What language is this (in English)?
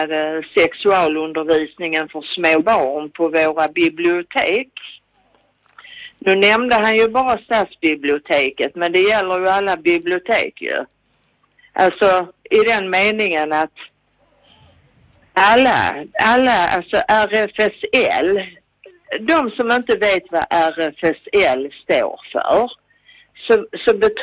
Swedish